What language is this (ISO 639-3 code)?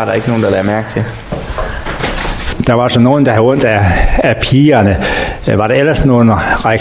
dan